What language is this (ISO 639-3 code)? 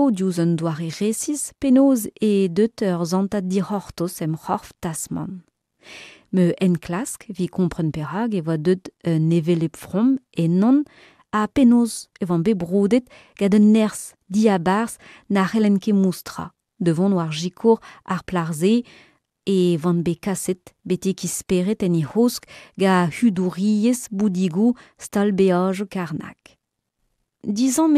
bre